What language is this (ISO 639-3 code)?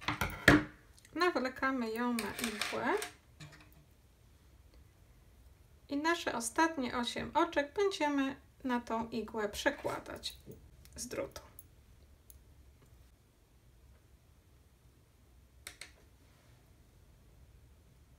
pol